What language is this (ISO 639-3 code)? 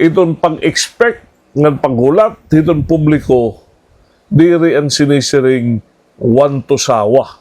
war